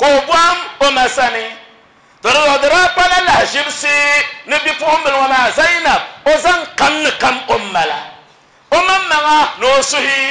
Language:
Dagbani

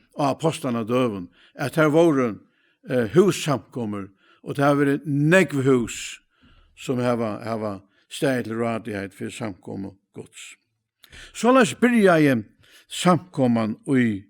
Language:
Faroese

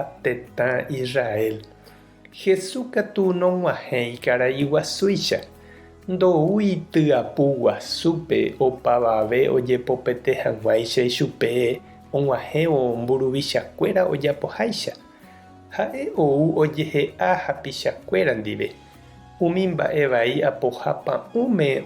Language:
Guarani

